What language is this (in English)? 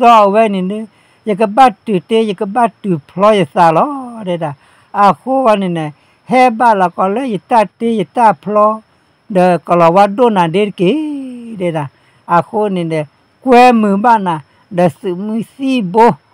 S'gaw Karen